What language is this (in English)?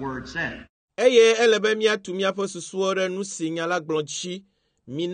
Ewe